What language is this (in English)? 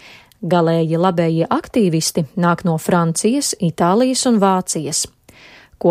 Latvian